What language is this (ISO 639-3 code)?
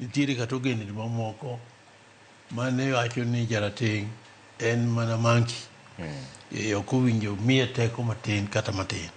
luo